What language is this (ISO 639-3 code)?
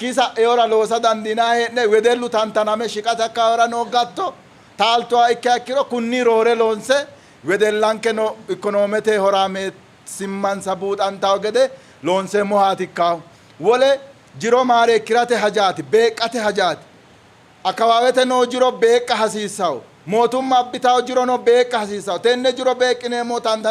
sid